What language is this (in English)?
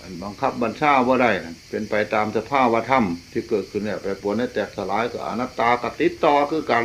Northeastern Thai